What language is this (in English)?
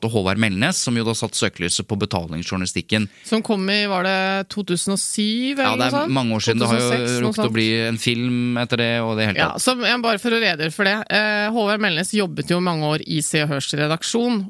Norwegian